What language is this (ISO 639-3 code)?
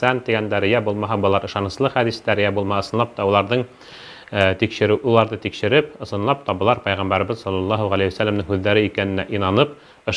bak